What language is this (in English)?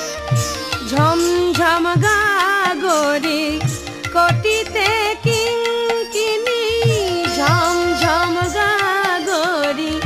Bangla